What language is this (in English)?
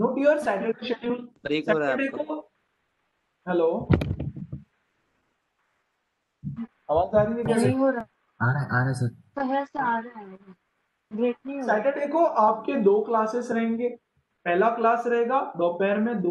Hindi